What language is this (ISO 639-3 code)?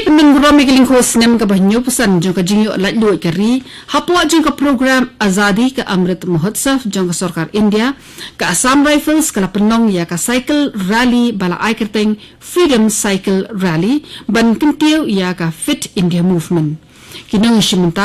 kha